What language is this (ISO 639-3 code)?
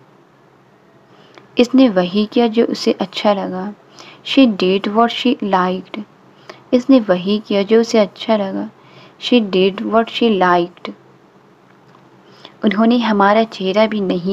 hin